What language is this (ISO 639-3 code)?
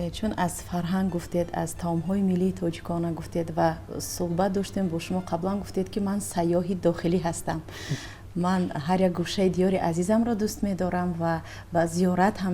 tgk